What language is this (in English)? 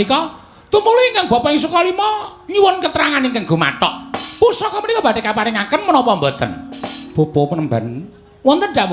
Javanese